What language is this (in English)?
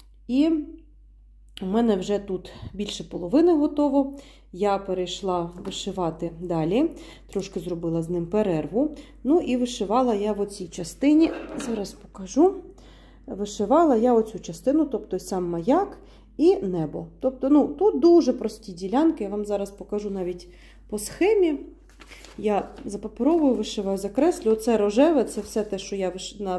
Ukrainian